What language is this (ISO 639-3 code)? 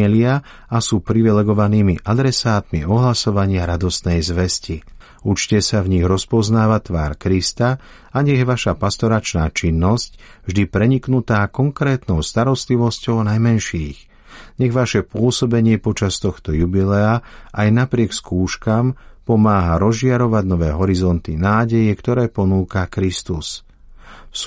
slk